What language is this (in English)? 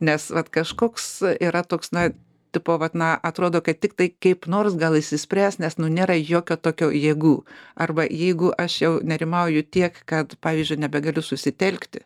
Lithuanian